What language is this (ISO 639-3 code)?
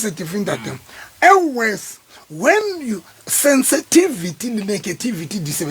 sot